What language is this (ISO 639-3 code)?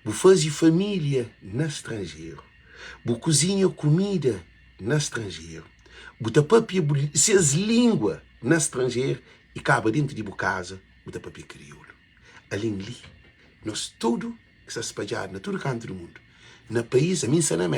kea